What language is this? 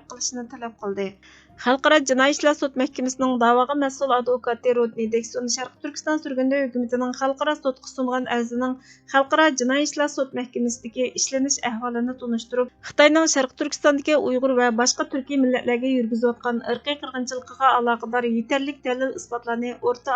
Uyghur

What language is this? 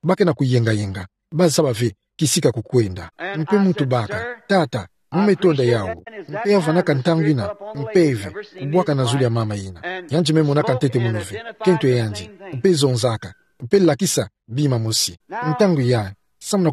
Kituba (Democratic Republic of Congo)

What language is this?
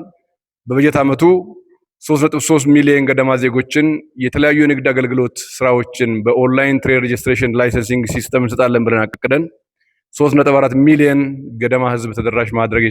Amharic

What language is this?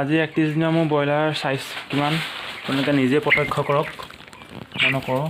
Assamese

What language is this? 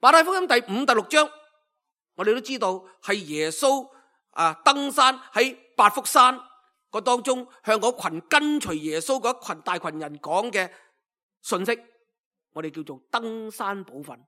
Cantonese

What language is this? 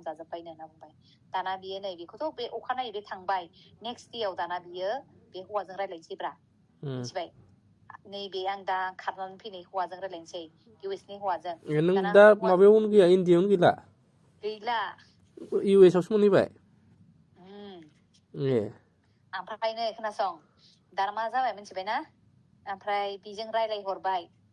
Bodo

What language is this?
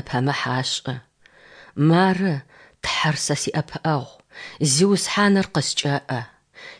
Kabardian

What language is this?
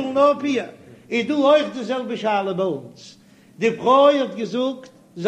Yiddish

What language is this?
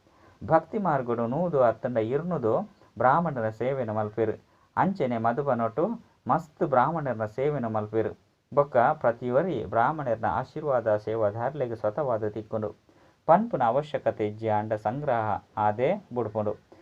Tulu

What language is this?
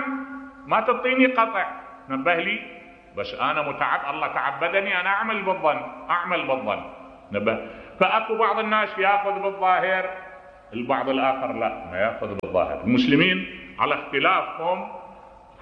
Mesopotamian Arabic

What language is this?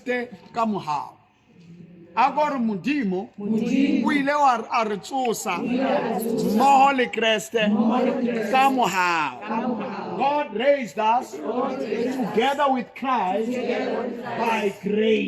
Southern Sotho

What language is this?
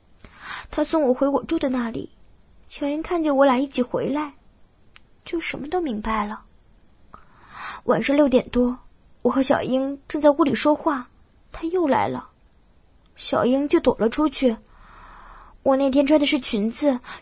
Chinese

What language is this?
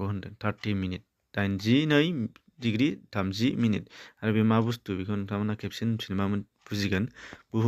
Bodo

